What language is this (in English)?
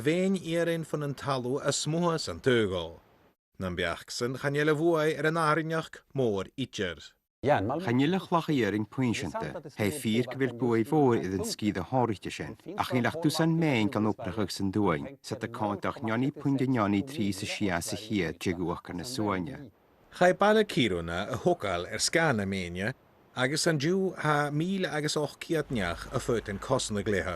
Scottish Gaelic